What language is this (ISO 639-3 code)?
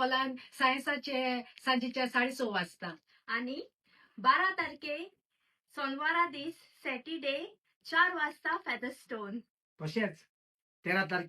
kok